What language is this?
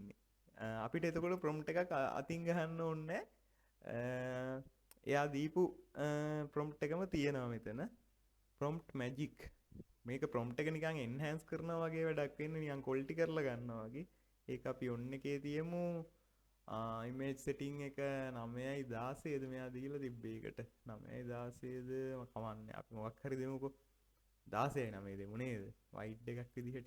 Sinhala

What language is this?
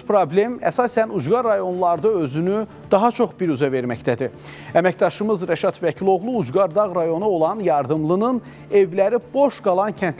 Azerbaijani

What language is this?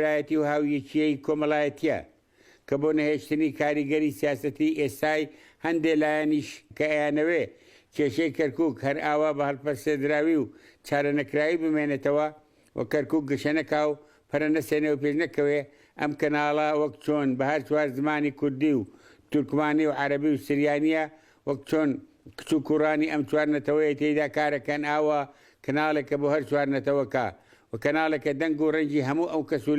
Central Kurdish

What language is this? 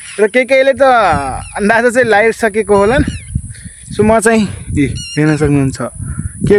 Nepali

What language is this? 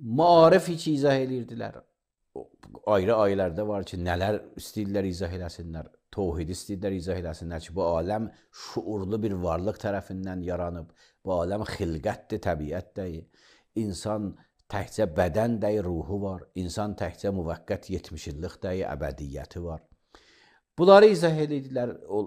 Azerbaijani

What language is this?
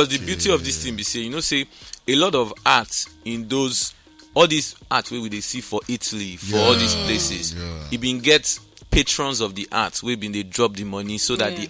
Nigerian Pidgin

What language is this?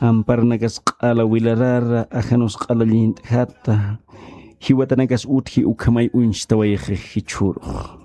Aymara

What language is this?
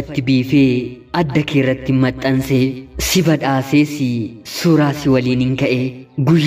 Oromo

